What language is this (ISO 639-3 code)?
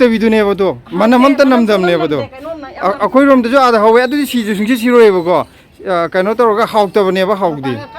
mni